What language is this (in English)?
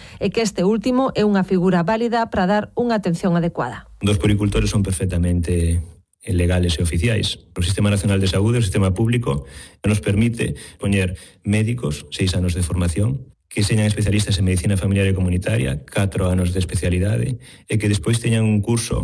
Galician